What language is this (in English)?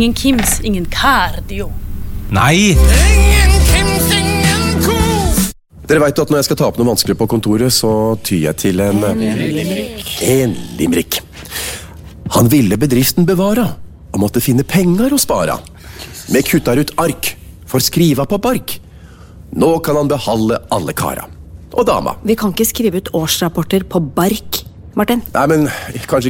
Norwegian